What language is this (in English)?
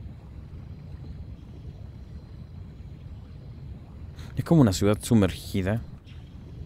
Spanish